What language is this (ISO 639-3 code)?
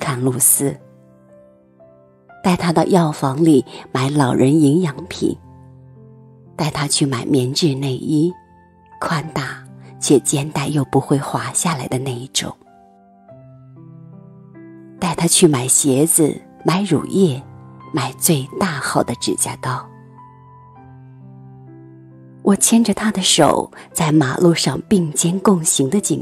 zho